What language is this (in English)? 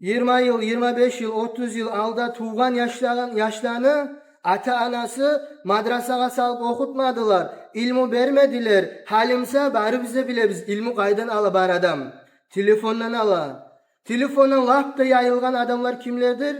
Kumyk